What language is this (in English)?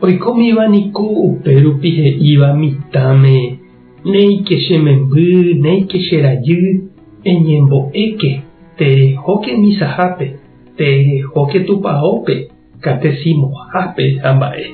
Guarani